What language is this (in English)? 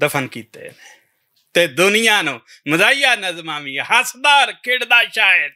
Western Panjabi